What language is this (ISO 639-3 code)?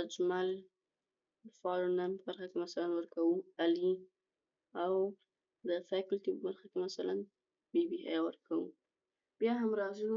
pus